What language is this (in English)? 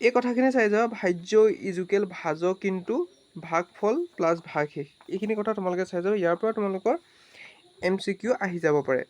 Assamese